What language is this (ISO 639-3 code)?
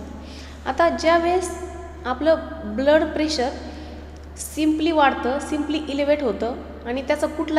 mar